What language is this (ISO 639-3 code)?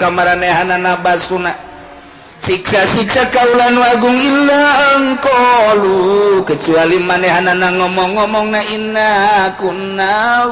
sun